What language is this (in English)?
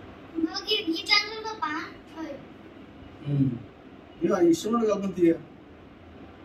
Telugu